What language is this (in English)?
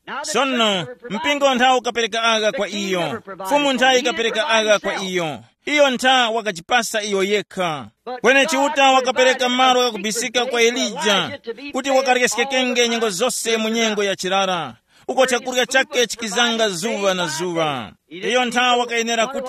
Tumbuka